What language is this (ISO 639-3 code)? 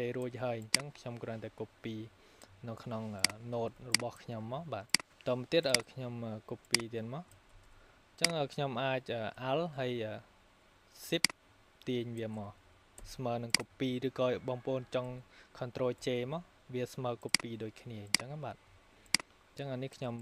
khm